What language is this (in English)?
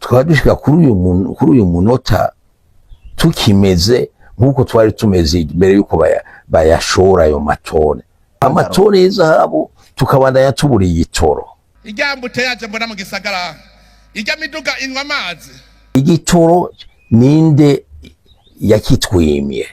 Rundi